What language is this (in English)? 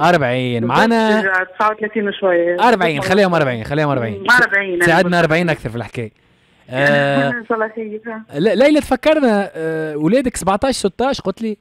Tunisian Arabic